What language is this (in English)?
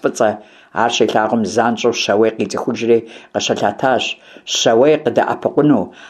Kabardian